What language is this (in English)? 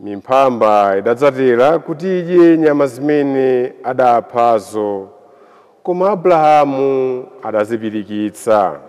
Nyanja